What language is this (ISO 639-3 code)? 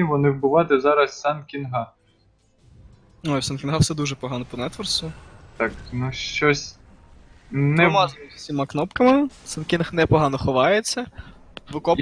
ukr